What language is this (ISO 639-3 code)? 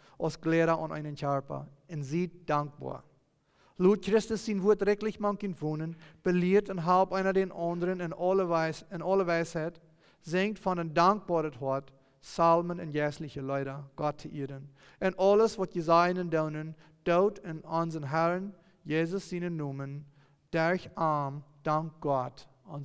pdt